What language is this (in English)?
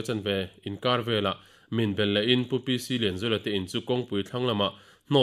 Mizo